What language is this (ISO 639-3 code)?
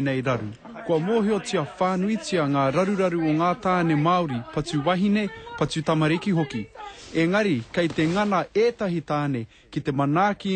mri